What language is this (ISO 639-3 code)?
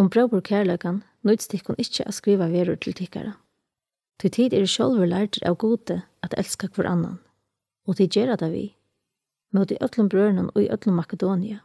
fao